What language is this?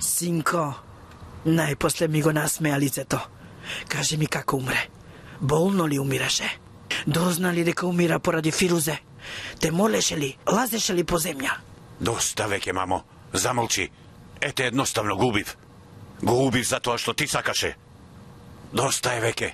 Macedonian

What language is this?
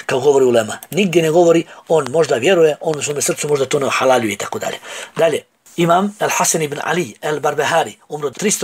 Bosnian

